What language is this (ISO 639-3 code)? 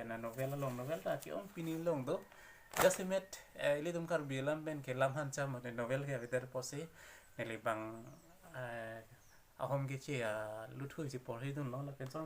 mjw